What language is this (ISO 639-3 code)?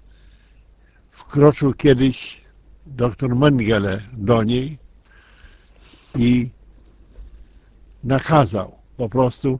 pol